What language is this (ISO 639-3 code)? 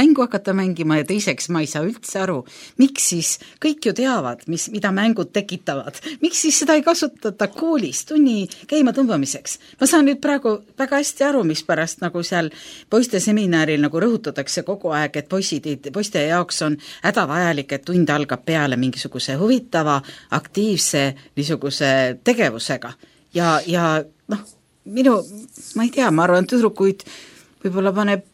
est